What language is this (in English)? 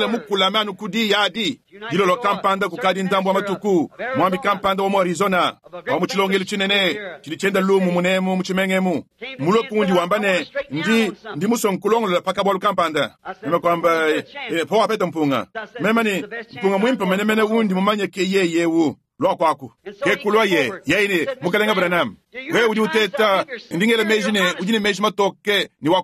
Luba-Lulua